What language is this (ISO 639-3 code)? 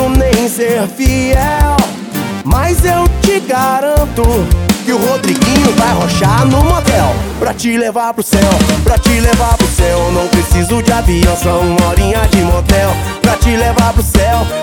por